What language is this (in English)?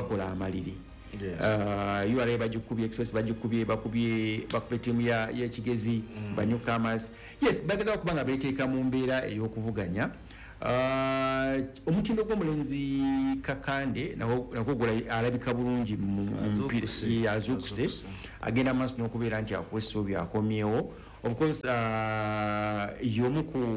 Ganda